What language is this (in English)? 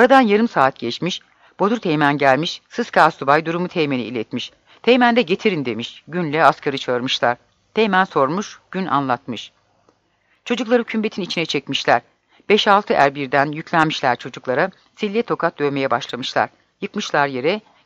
Turkish